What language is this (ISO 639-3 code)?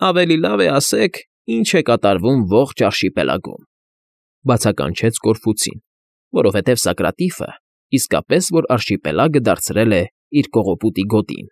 hye